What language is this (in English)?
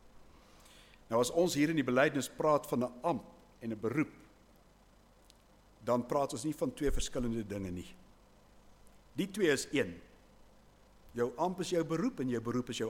Afrikaans